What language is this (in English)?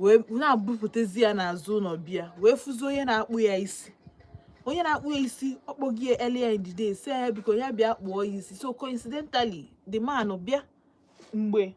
Igbo